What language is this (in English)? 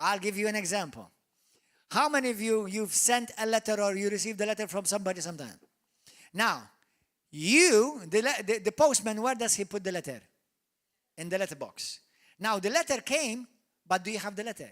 English